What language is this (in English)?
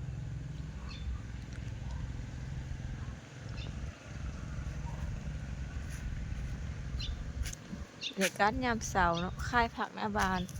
Lao